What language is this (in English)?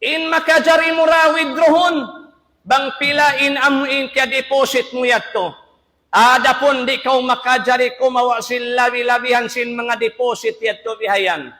Tausug